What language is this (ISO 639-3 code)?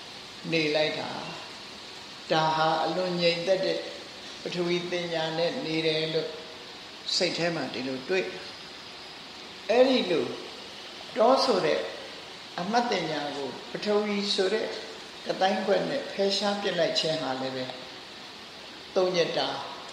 mya